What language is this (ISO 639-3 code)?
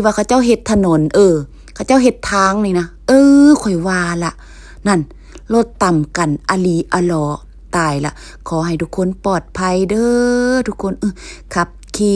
lao